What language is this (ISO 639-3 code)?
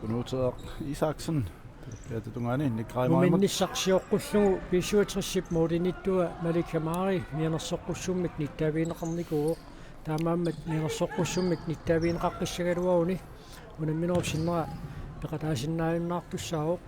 kal